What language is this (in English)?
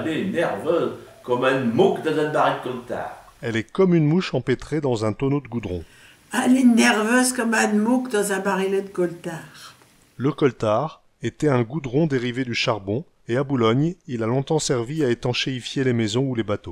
Picard